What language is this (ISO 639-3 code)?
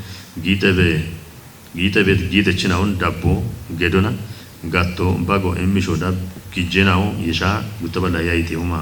kbr